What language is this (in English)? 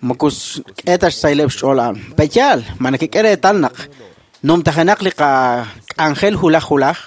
Kekchí